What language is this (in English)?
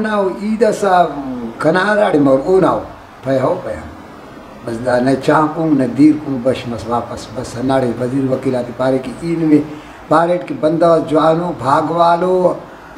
Brahui